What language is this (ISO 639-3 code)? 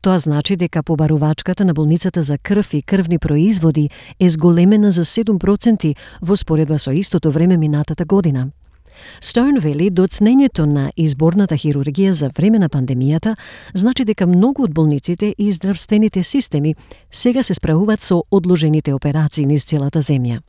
mkd